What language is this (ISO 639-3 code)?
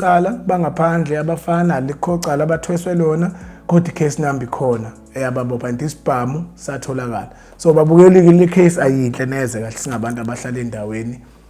zul